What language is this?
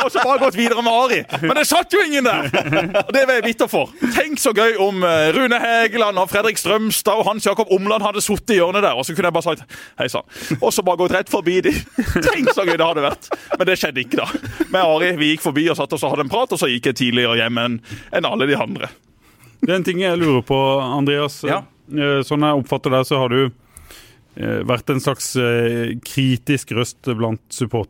Norwegian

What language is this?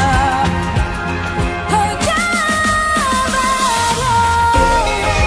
Hindi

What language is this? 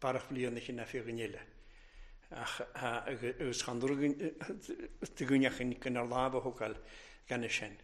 Welsh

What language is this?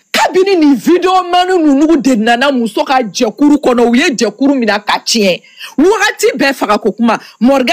Bambara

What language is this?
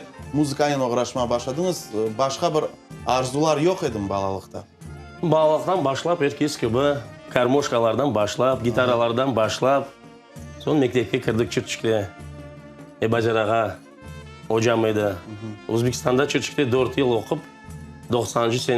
Crimean Tatar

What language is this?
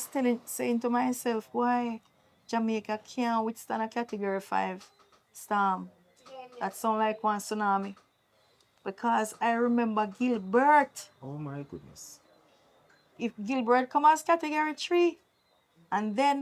Jamaican Creole English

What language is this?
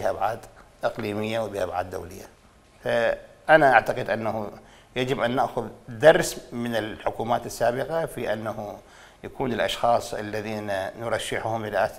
Mesopotamian Arabic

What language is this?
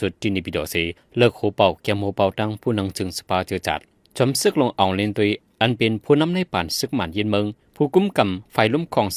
Shan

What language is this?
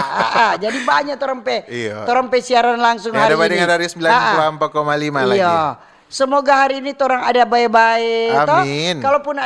Manado Malay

